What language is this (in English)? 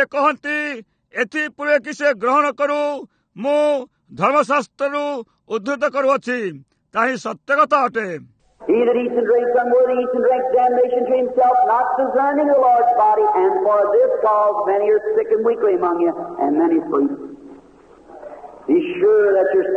Odia